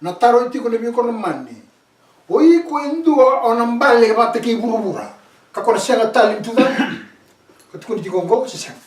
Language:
Fijian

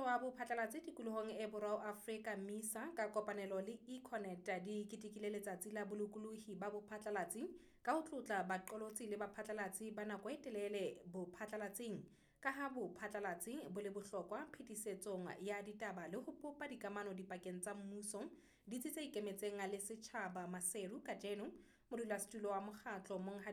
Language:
Southern Sotho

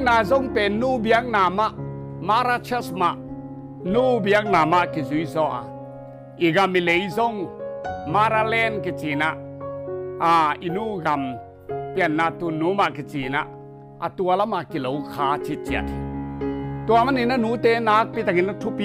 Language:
Tedim Chin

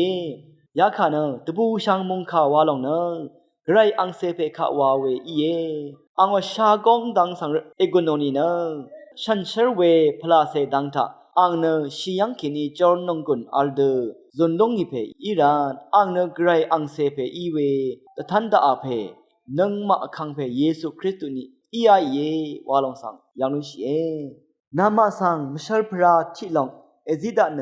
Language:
Rawang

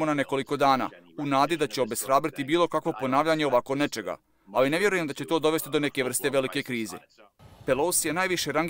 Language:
Croatian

